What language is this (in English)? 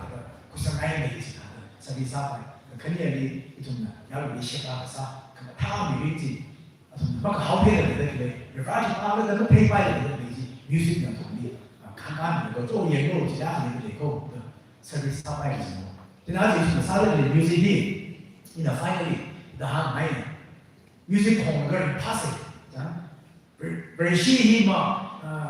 Tangkhul Naga (India)